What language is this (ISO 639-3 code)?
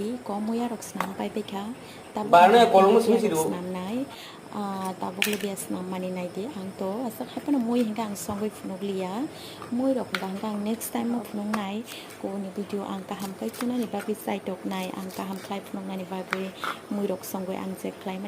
trp